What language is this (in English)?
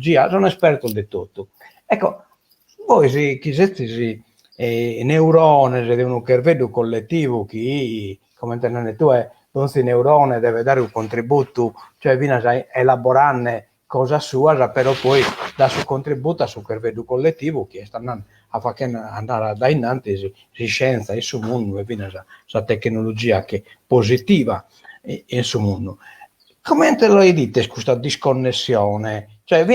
Sardinian